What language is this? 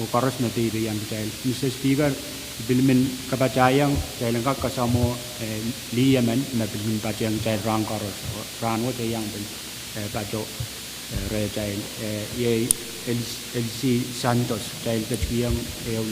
Pohnpeian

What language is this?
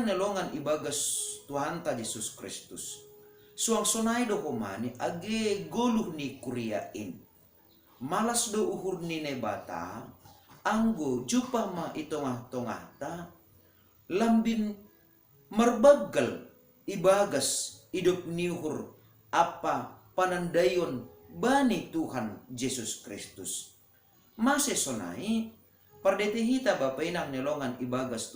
Batak Simalungun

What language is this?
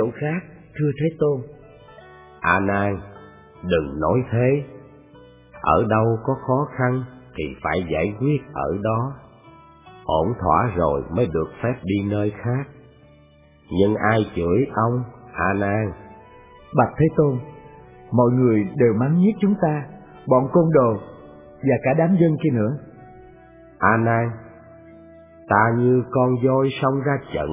Vietnamese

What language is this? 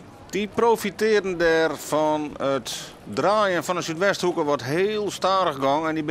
Western Frisian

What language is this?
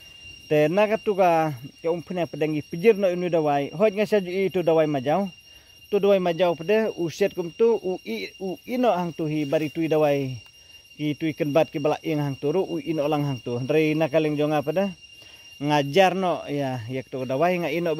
Khasi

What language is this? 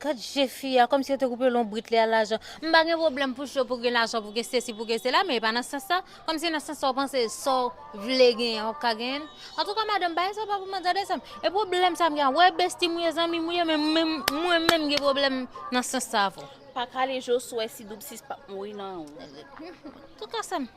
Haitian Creole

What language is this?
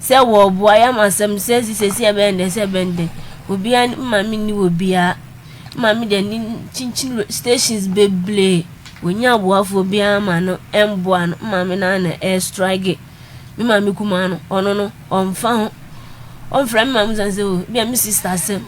Akan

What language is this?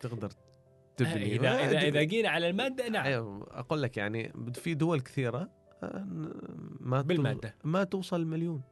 Gulf Arabic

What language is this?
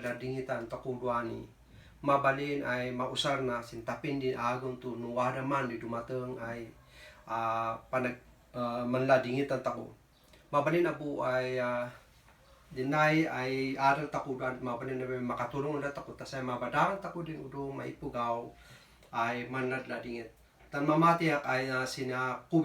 Kankanaey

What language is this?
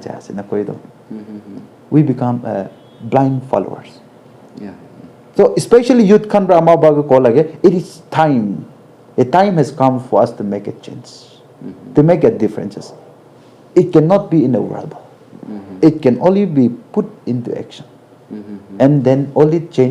Naga Pidgin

